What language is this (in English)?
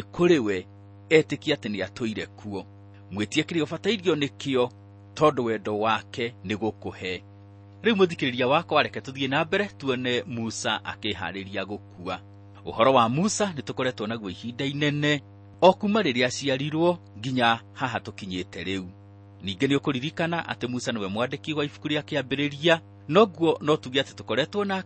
Kikuyu